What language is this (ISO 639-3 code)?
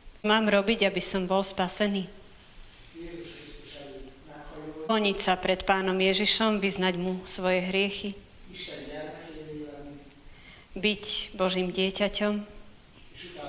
slk